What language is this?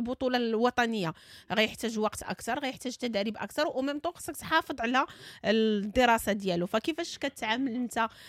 Moroccan Arabic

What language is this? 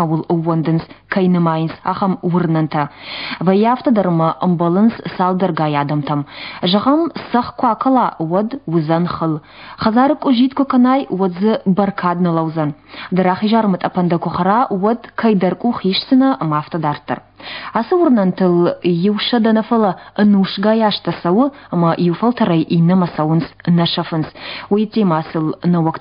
Ossetic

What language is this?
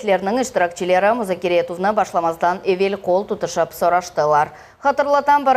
Crimean Tatar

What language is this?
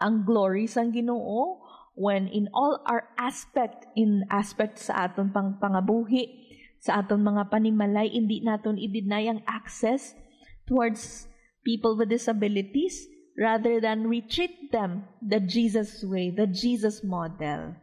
Hiligaynon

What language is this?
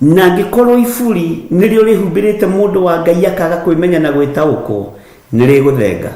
Kikuyu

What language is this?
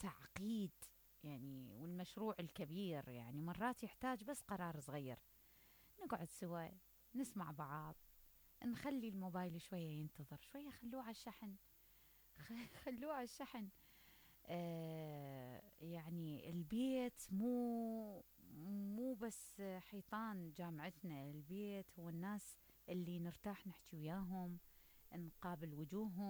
Mesopotamian Arabic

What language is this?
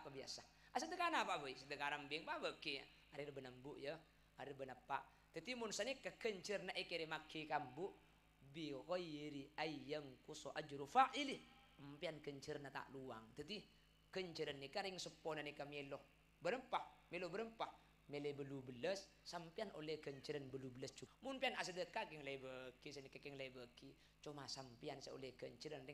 Madurese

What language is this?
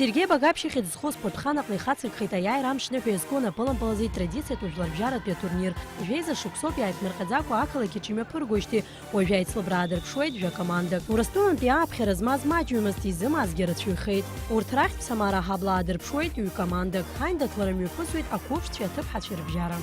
Abkhazian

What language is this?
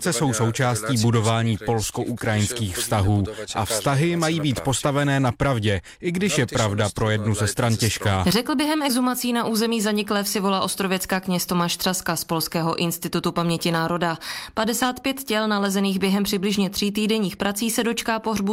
Czech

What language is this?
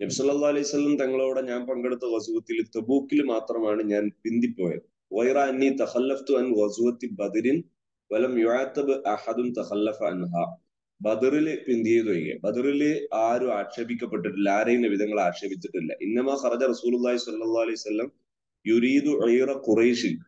Malayalam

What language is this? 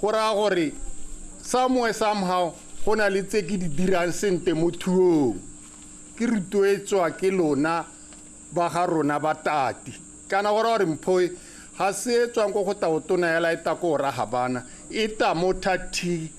Tswana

